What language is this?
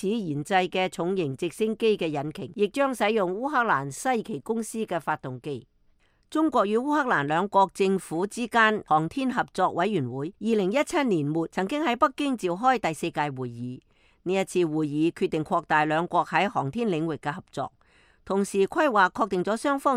Cantonese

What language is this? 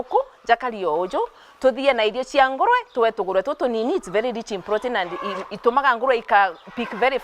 Meru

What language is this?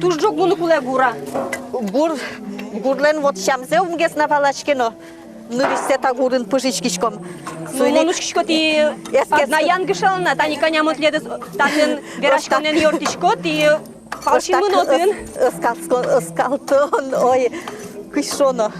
Udmurt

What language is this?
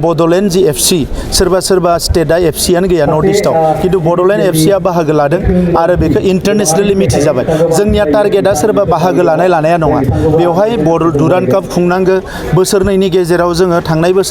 Bodo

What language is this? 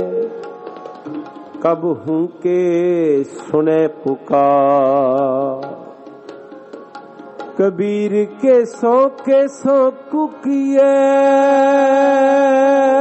Punjabi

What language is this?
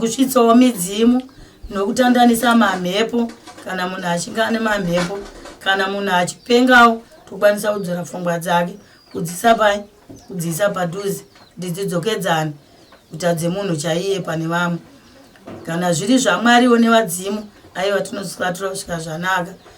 Shona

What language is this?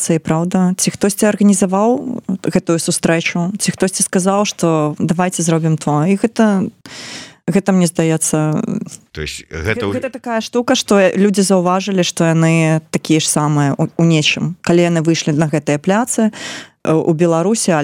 Belarusian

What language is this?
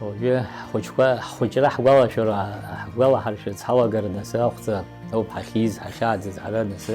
Abkhazian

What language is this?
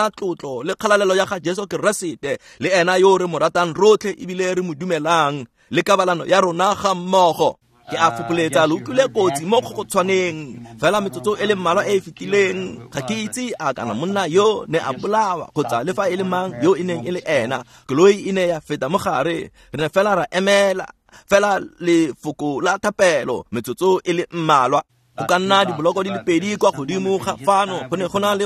Tswana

